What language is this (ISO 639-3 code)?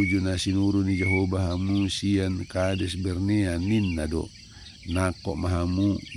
bbc